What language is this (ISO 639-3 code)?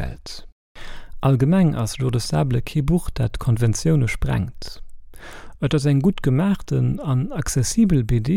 ltz